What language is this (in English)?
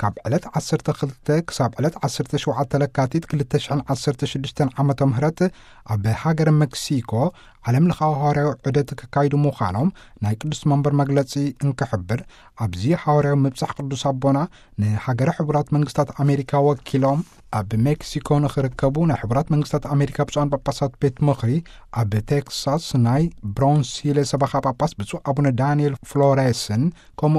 Tigrinya